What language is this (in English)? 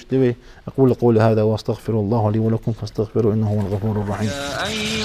Ingush